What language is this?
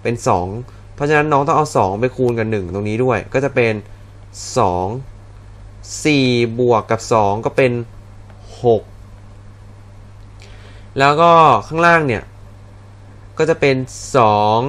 Thai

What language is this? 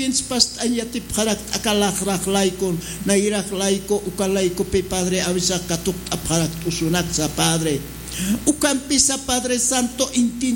Aymara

